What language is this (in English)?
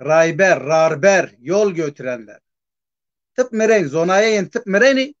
Zaza